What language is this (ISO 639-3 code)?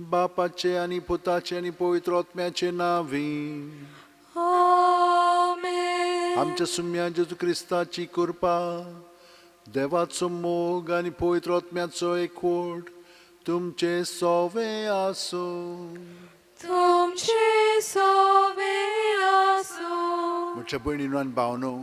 kok